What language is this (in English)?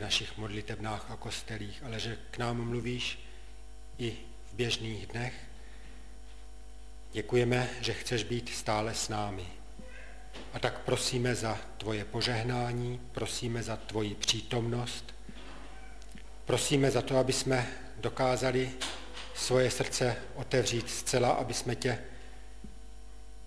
Czech